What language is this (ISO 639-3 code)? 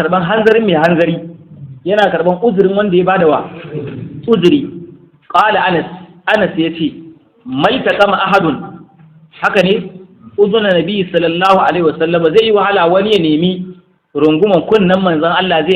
hau